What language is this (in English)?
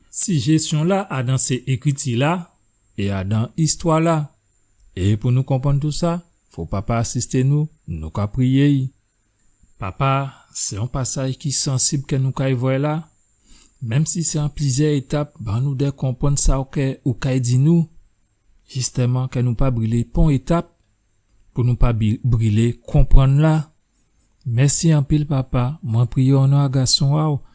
Guadeloupean Creole French